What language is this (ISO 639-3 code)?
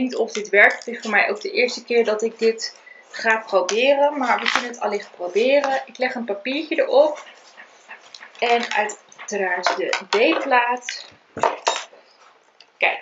nld